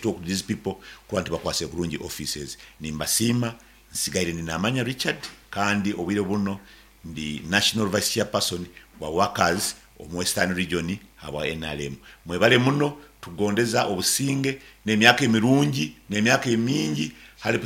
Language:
Nyankole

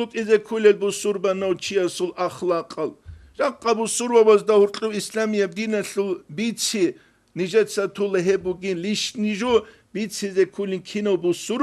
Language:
Avaric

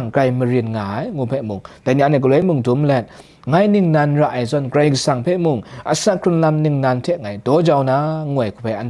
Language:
Kachin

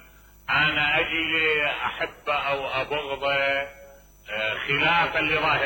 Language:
Mesopotamian Arabic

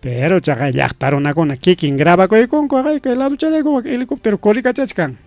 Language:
Ayacucho Quechua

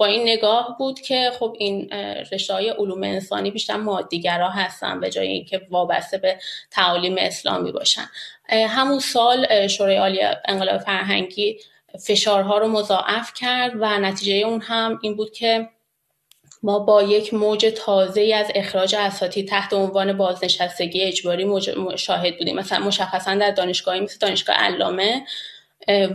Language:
Persian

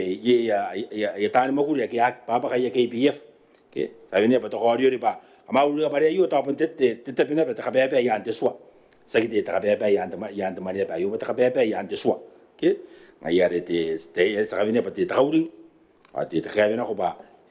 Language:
Gilbertese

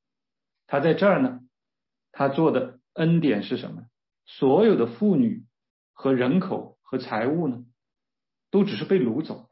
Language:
Chinese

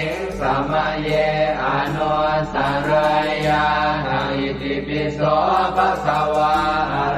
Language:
Pali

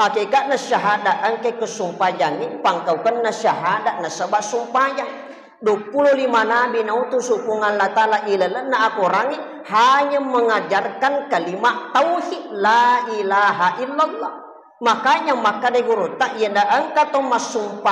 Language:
Buginese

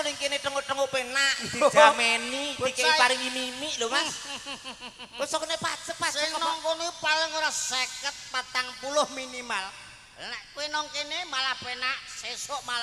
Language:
Javanese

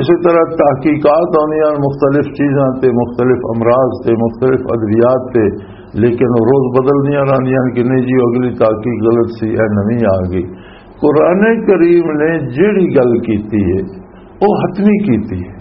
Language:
Western Panjabi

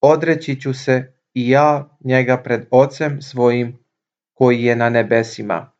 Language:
Serbian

